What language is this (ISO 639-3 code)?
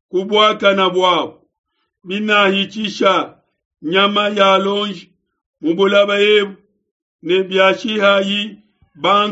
lua